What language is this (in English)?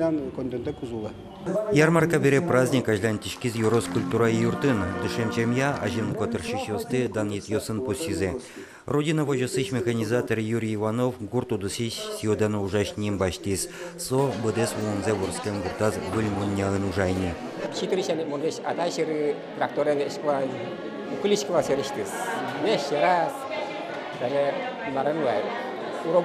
Udmurt